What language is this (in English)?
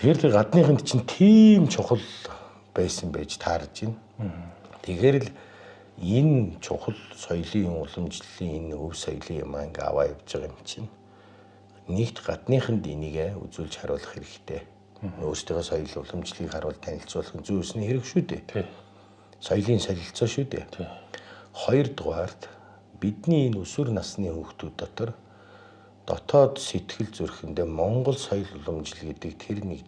Mongolian